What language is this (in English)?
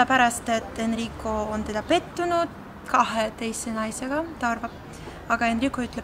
Estonian